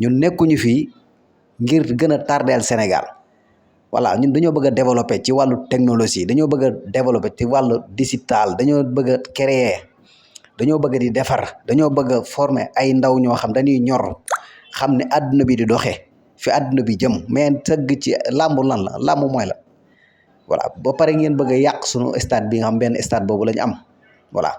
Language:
Wolof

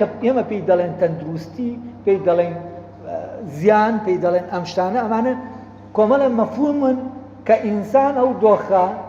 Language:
Central Kurdish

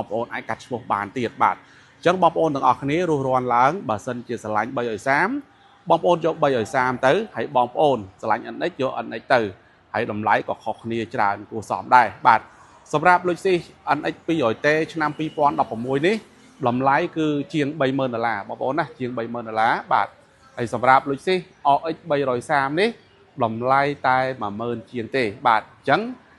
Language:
Khmer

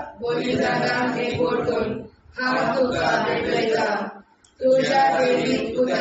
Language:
Konkani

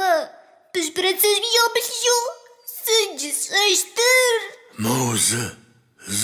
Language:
Adyghe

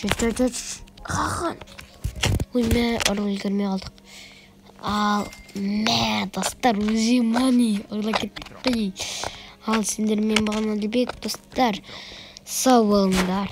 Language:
Kazakh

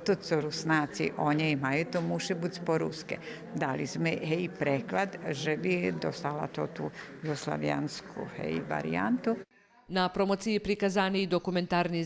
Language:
Rusyn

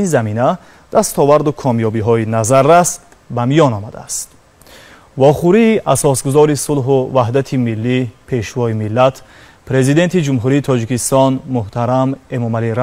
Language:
Tajik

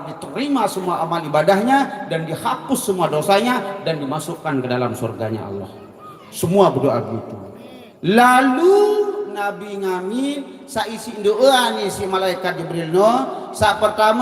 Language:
Sasak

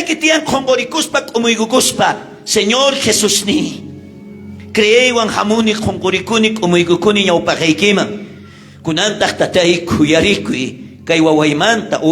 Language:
South Bolivian Quechua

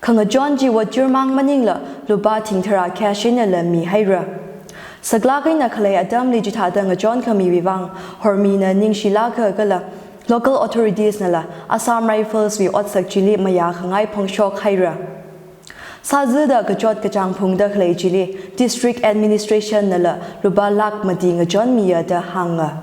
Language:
Tangkhul Naga (India)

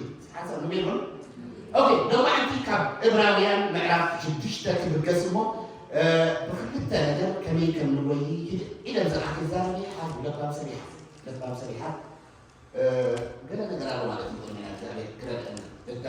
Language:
Tigrinya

